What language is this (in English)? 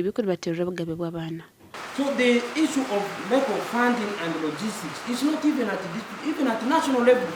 Nyankole